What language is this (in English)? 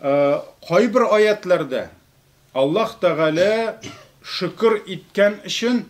Tatar